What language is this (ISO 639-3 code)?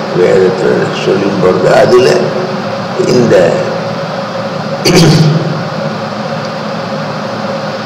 tam